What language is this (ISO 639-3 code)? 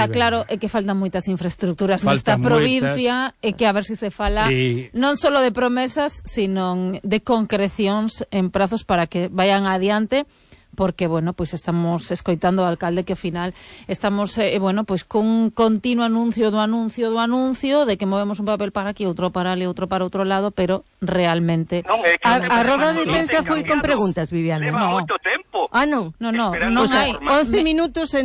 glg